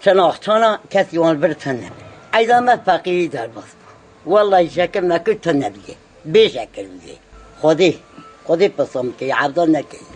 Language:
Kurdish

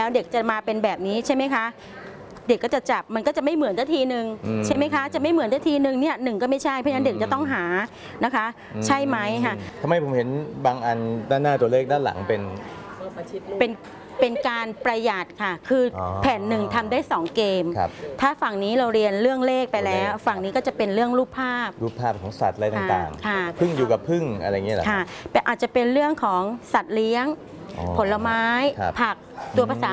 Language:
Thai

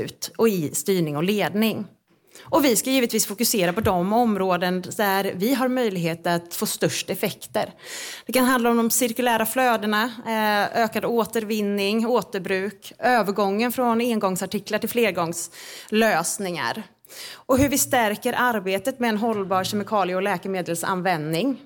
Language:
Swedish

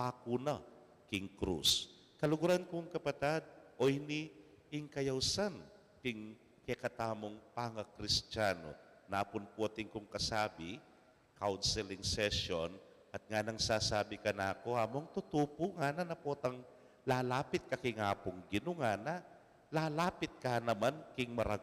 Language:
Pampanga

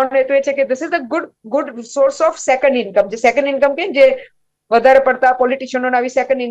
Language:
Gujarati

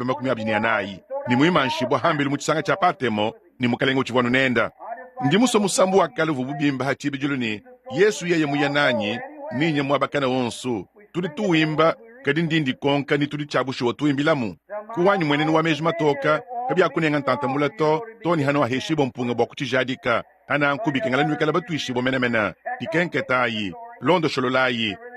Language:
Luba-Lulua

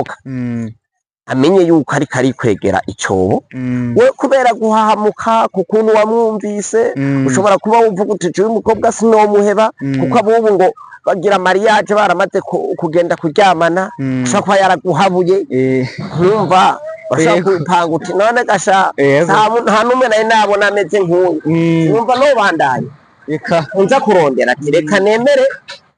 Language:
Rundi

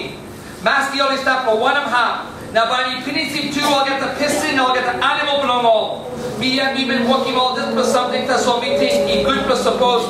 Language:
Tok Pisin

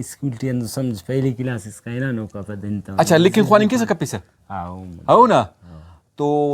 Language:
Brahui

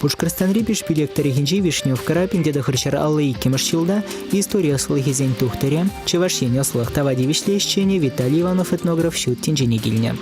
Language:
Chuvash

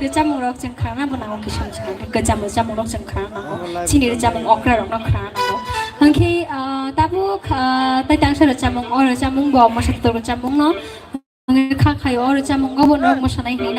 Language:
Kok Borok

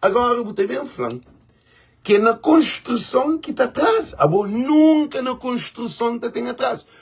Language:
Kabuverdianu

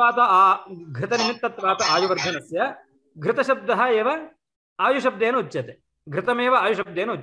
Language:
Sanskrit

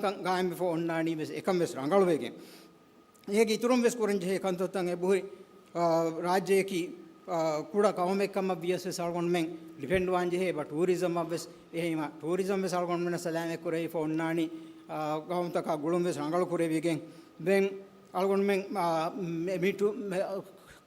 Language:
Divehi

